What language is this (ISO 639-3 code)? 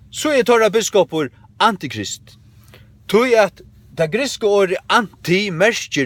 fao